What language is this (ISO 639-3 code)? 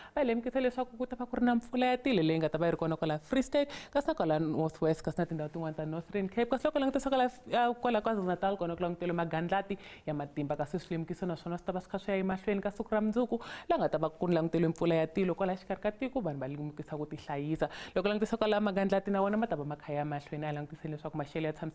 tso